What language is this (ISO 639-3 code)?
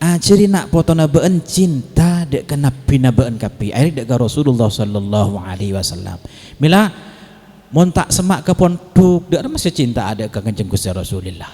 mad